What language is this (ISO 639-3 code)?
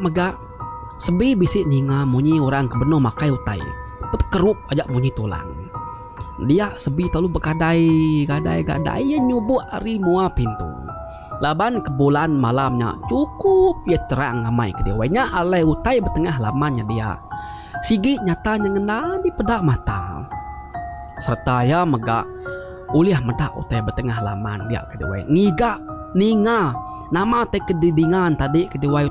iba